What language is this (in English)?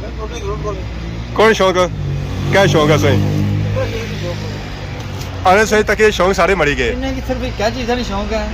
Pahari-Potwari